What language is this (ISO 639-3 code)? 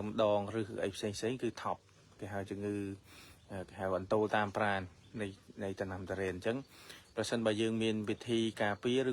khm